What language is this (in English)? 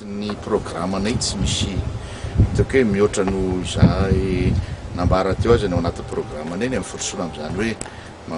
Malagasy